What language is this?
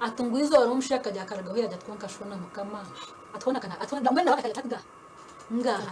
Nyankole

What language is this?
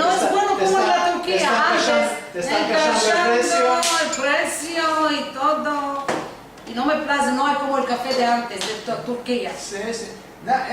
Ladino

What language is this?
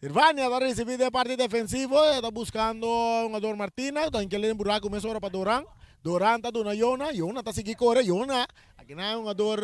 Papiamento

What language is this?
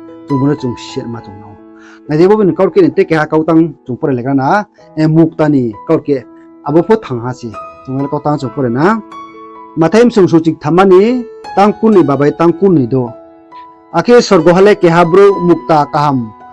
Riang (India)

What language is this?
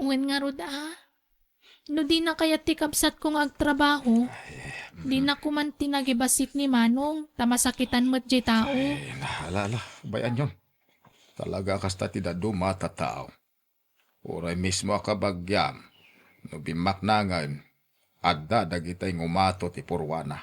Iloko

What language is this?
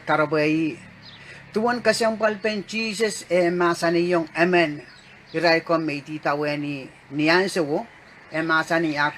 Pohnpeian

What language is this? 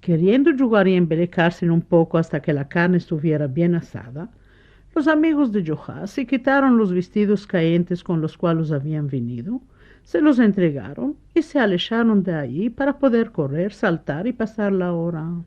Ladino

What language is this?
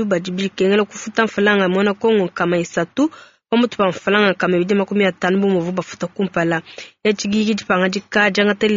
Luba-Lulua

